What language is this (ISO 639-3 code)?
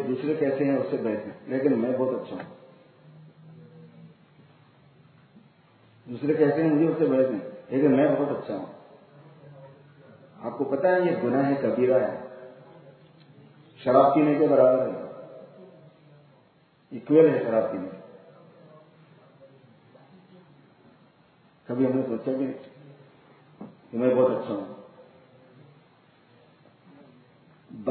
urd